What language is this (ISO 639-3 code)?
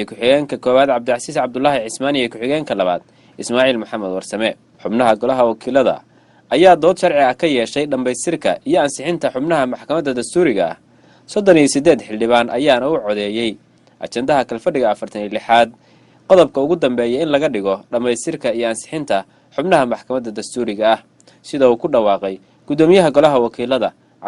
som